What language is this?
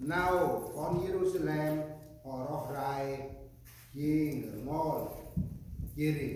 Central Mnong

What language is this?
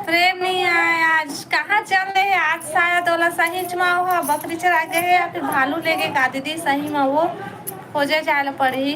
Chhattisgarhi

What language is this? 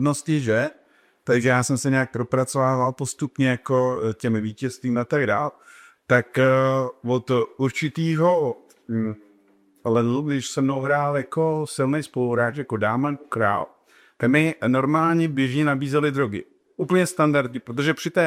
Czech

